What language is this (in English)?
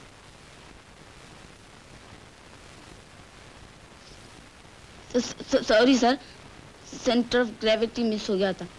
Hindi